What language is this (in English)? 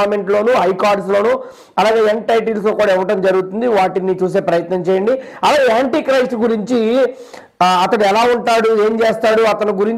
Telugu